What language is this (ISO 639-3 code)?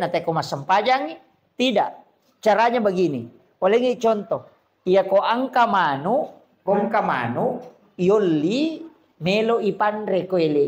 bug